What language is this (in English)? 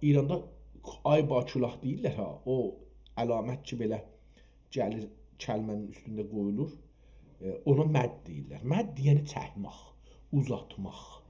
South Azerbaijani